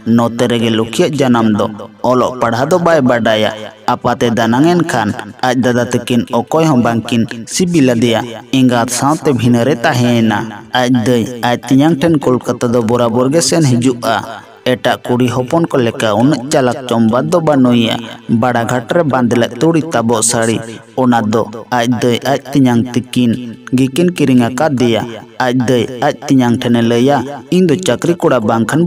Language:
Santali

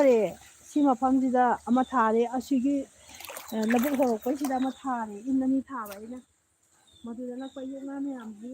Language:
Manipuri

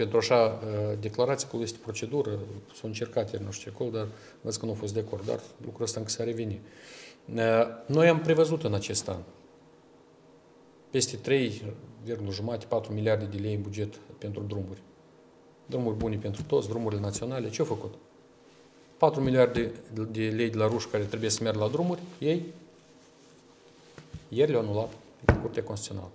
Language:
Romanian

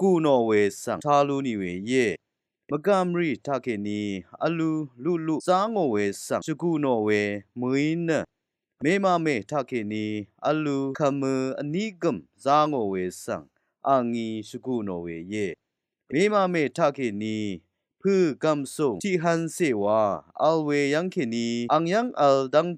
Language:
Rawang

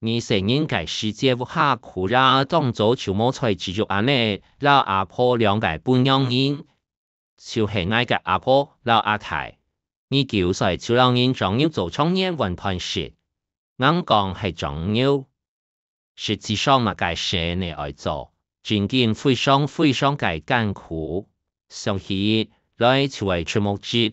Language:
Hakka Chinese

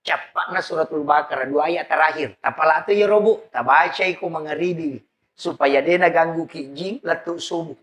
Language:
Buginese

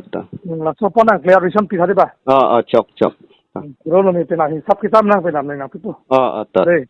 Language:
Karbi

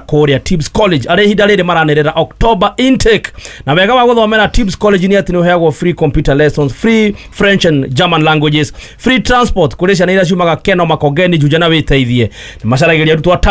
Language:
Kikuyu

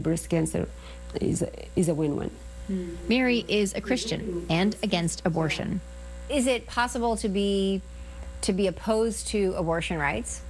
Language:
English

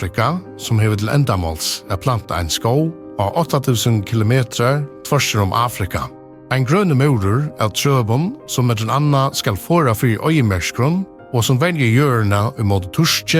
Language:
Faroese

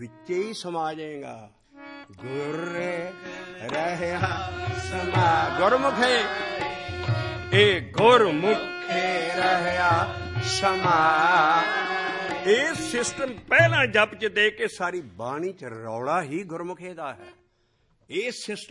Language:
Punjabi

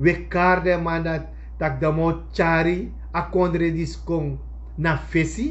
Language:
Sranan Tongo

